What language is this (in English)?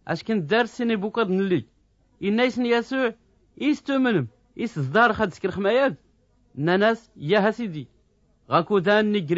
Tachelhit